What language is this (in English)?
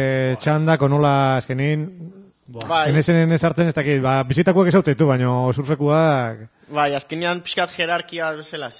Basque